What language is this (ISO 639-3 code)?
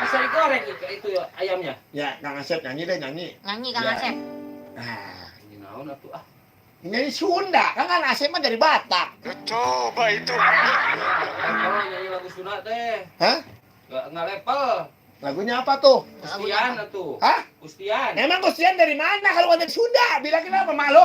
bew